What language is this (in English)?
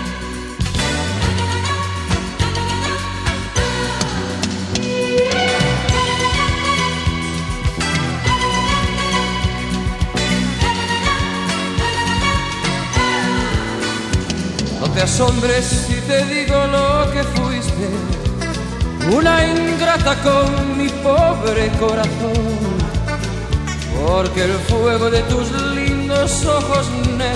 Spanish